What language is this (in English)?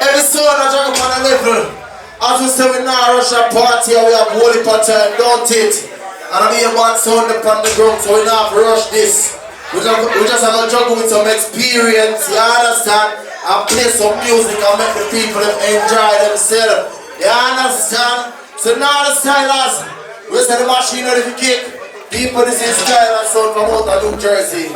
Jamaican Creole English